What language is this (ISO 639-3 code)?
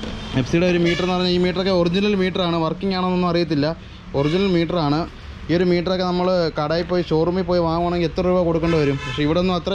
mal